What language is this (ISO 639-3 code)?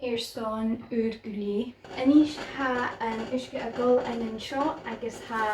gla